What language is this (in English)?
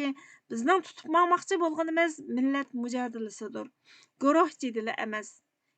Uyghur